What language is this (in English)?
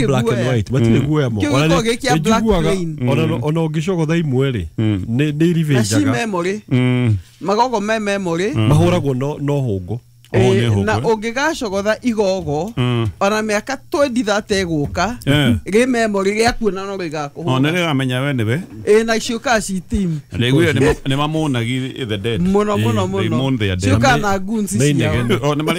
Kikuyu